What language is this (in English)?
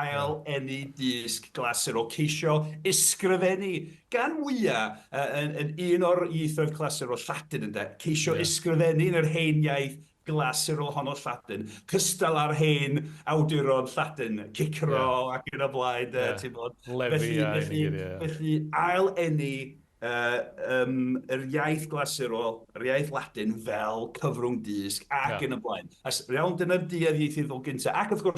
Welsh